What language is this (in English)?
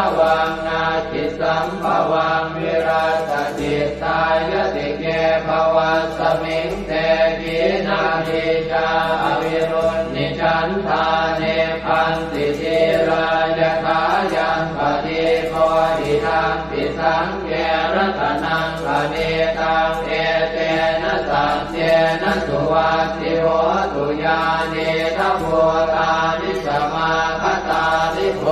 Pali